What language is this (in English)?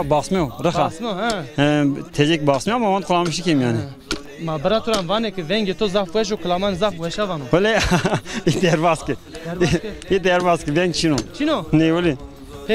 Zaza